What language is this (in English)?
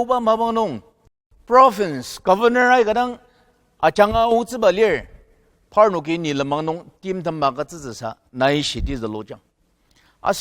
Ao Naga